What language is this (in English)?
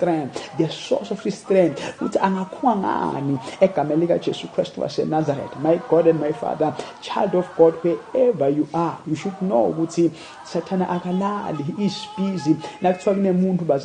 Zulu